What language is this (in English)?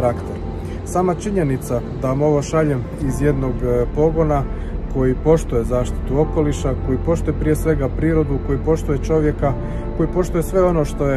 Croatian